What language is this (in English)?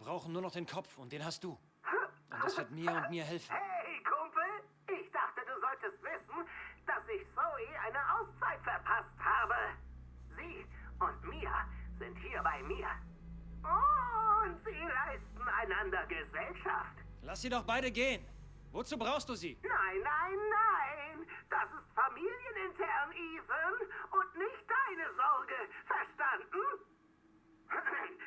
Swiss German